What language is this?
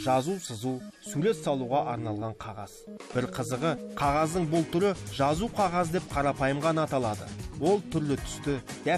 Kazakh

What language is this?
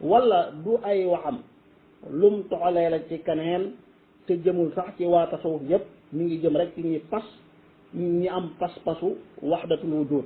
Wolof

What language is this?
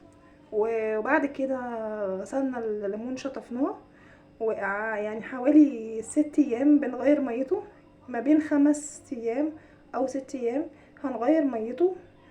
Egyptian Arabic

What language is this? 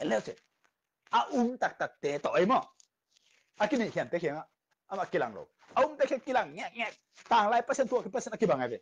Tedim Chin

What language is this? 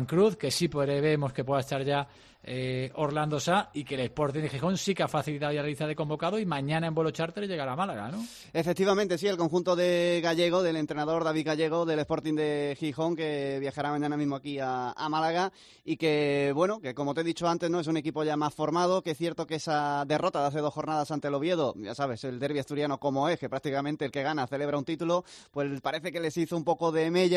Spanish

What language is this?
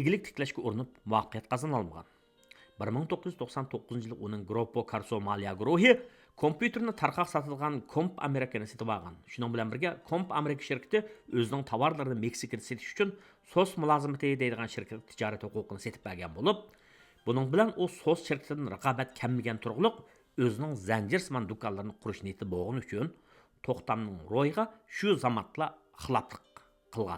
Uyghur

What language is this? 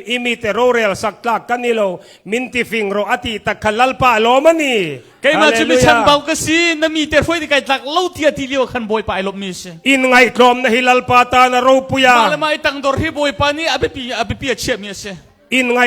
Hakha Chin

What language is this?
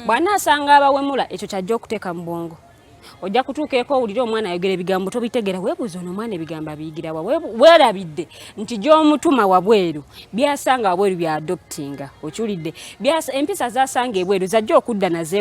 Ganda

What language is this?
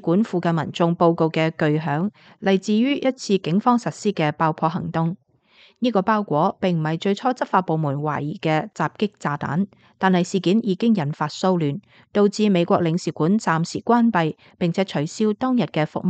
Cantonese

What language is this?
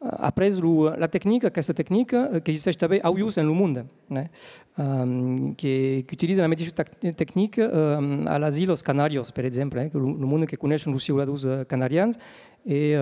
Occitan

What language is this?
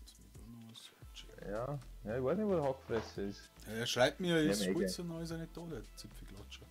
Bavarian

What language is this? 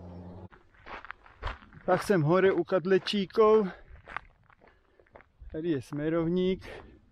Slovak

